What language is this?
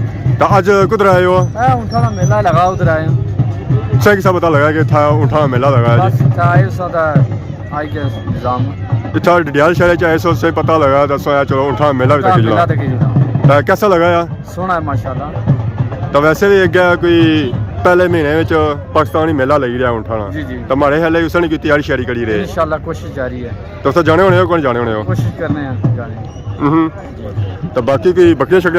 Pahari-Potwari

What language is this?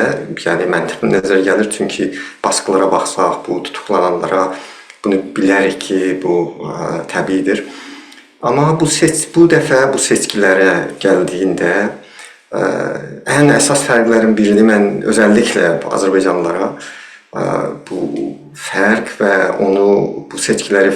South Azerbaijani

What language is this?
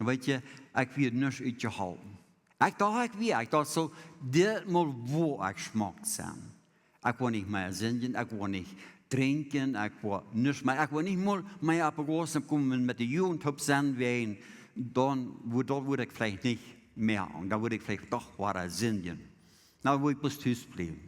Plautdietsch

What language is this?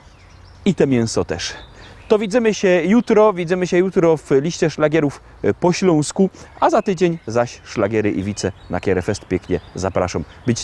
Silesian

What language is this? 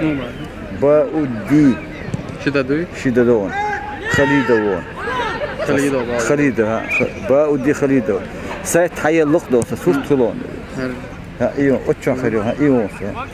Chechen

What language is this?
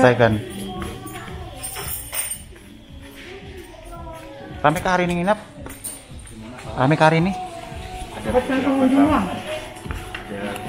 Indonesian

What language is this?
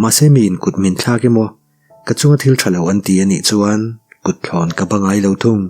Mizo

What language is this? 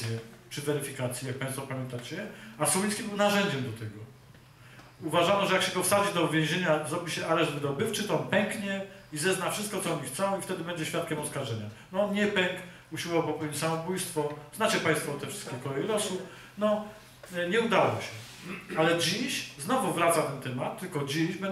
Polish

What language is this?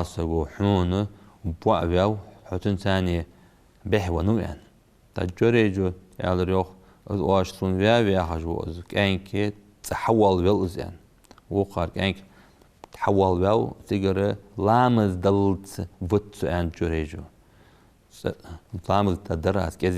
Ingush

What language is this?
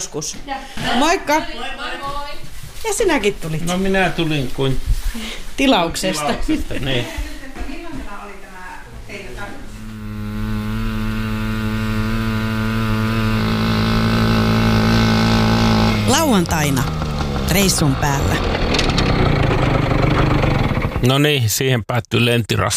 Finnish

